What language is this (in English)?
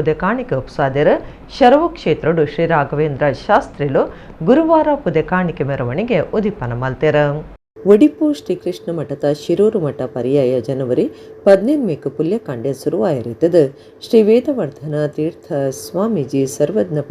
Tulu